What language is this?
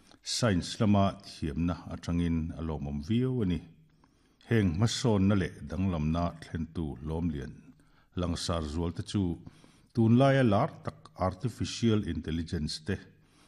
Mizo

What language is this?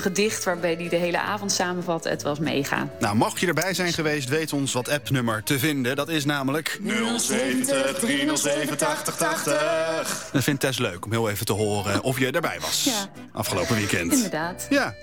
Dutch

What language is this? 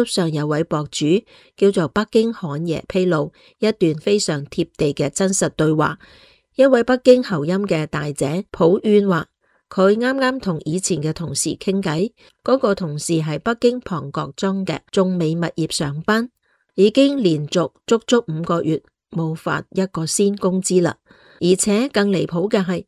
Cantonese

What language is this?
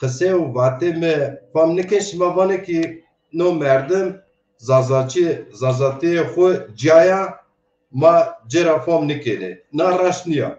Zaza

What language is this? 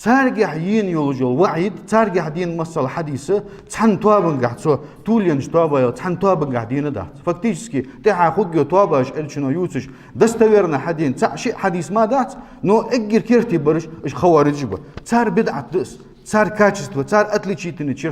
Ingush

